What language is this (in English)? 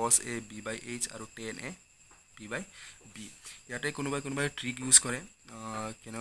Assamese